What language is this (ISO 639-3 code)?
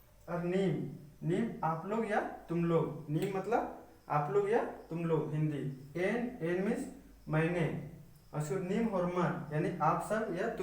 kru